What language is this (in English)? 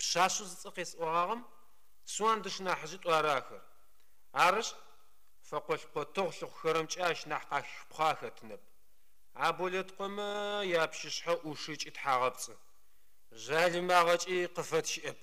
Adyghe